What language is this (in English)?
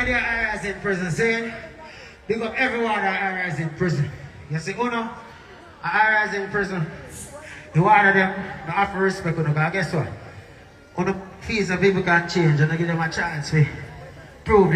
Jamaican Creole English